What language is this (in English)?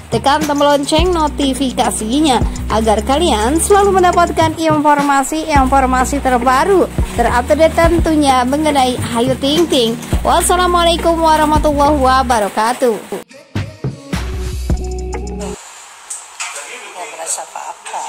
Indonesian